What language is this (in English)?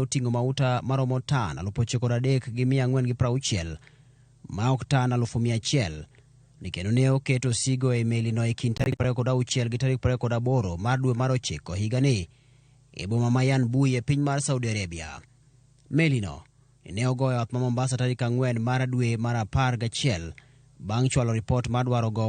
Luo (Kenya and Tanzania)